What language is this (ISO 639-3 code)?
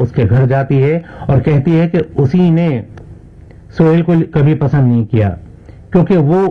urd